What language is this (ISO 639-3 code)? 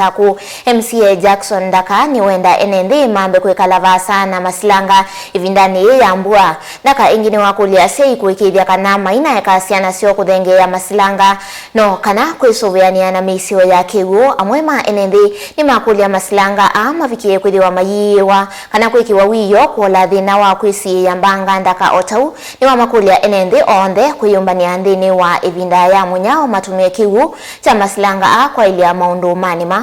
kam